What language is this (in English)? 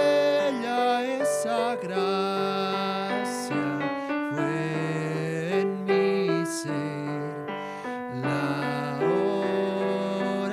Aymara